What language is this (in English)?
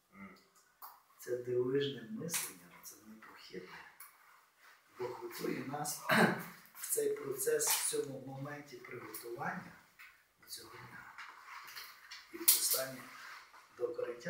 Ukrainian